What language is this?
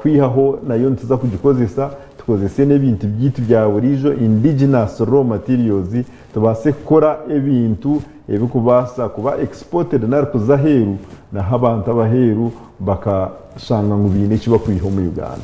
Nyankole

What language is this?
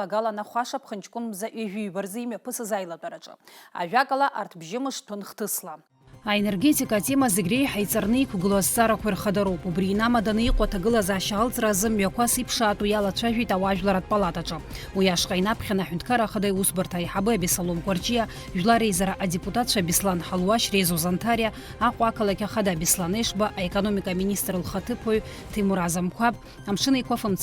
Abkhazian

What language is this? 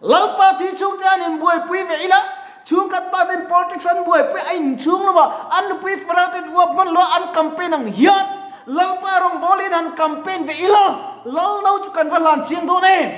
Mizo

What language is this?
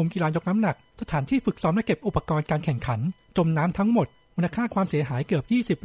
Thai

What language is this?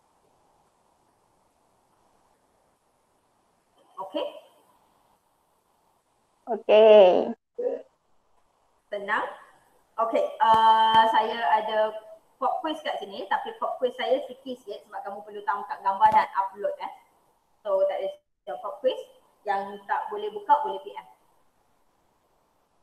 Malay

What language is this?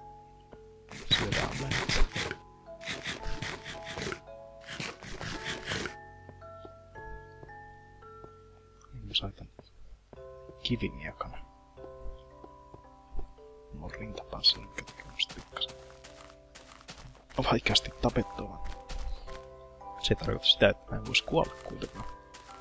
Finnish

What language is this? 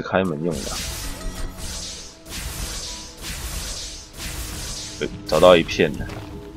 Chinese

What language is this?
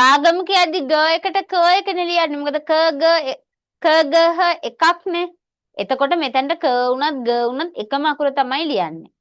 Sinhala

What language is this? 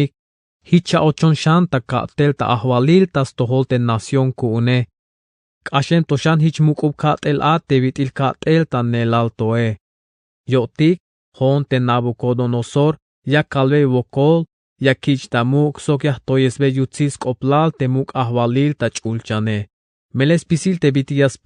Tzeltal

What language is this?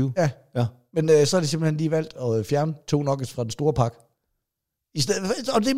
Danish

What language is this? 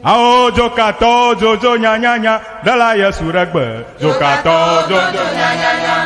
Ewe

